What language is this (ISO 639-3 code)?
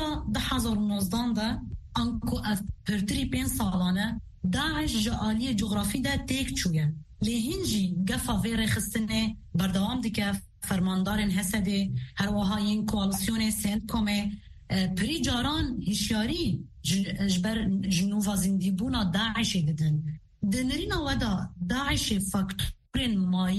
kur